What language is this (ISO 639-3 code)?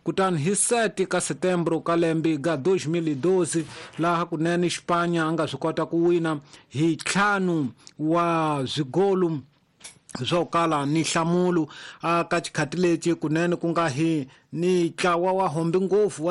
tso